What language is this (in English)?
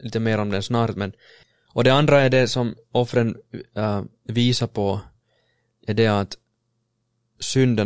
Swedish